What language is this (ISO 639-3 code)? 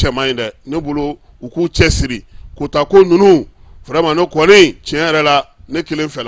bam